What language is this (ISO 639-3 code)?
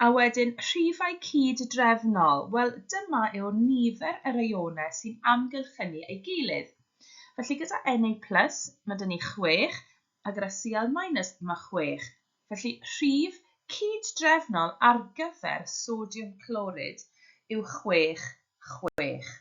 cym